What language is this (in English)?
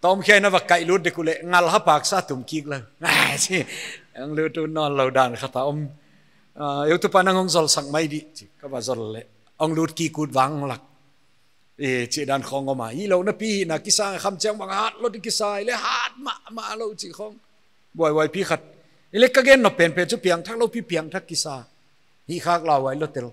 Paite Chin